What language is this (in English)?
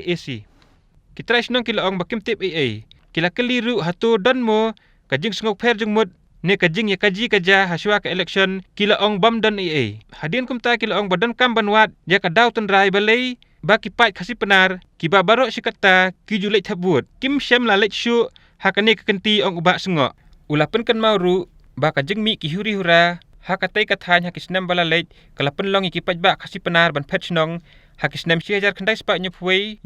Khasi